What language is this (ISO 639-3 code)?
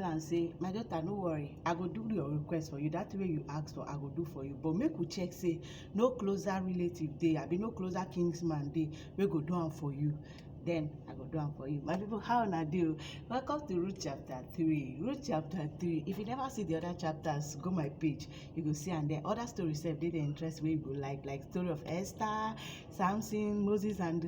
pcm